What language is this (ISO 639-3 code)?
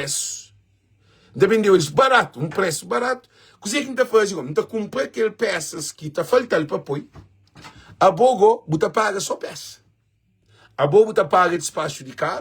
kea